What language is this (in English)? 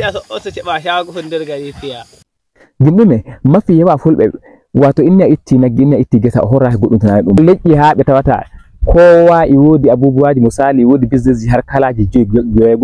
Fula